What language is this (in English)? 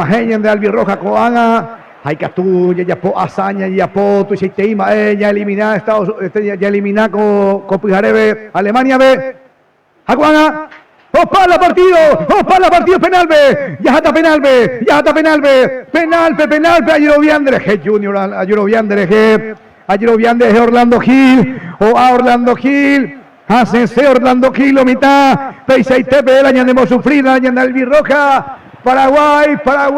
Guarani